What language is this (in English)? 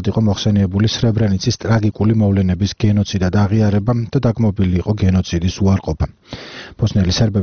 Georgian